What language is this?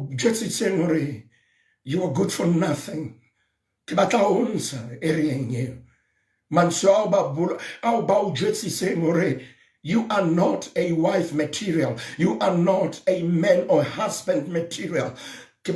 Southern Sotho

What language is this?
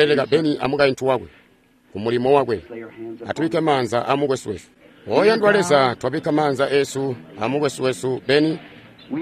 Tonga (Zambia)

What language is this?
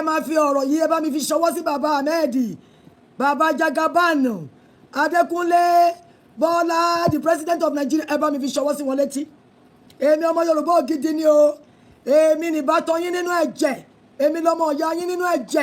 Yoruba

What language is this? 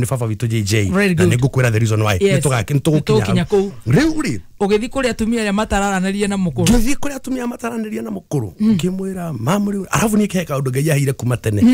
Kikuyu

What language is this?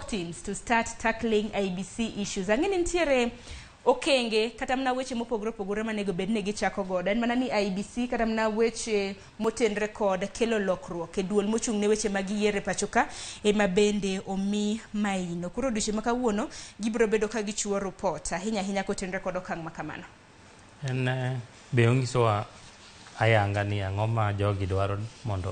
Luo (Kenya and Tanzania)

